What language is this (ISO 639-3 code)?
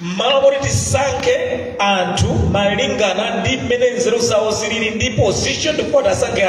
nya